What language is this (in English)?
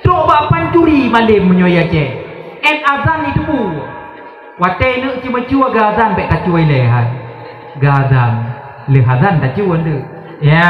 Achinese